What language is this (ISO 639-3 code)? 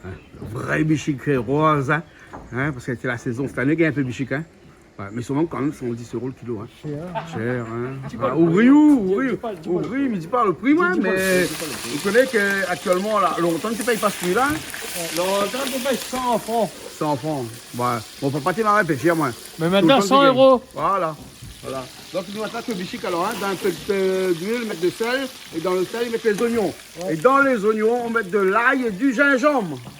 rcf